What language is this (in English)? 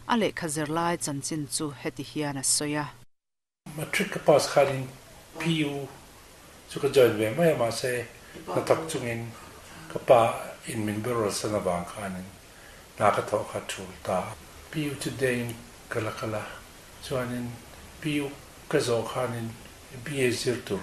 Mizo